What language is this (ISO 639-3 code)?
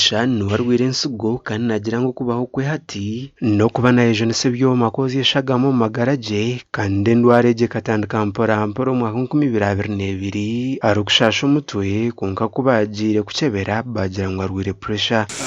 nyn